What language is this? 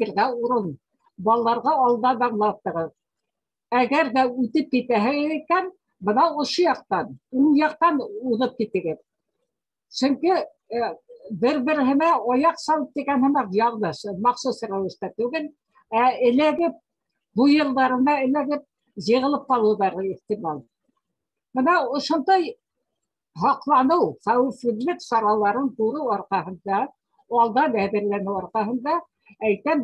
Bashkir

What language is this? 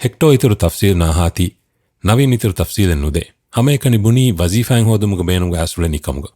Divehi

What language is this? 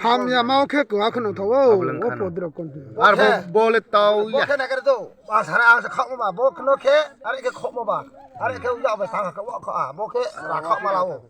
Riang (India)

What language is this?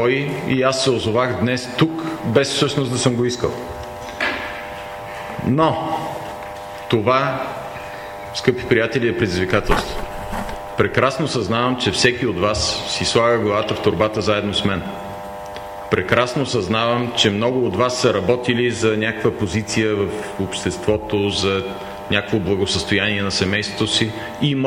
Bulgarian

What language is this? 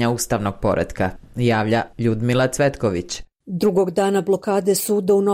Bosnian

